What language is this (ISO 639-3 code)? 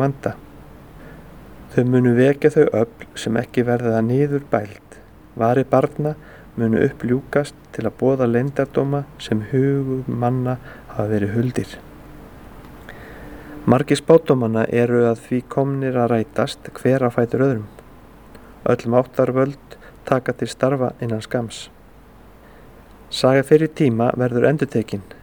isl